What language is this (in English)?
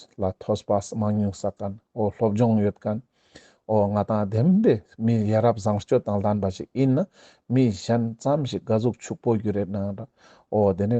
Ladakhi